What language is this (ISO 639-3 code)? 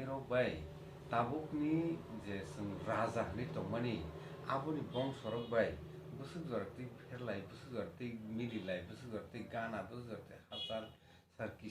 trp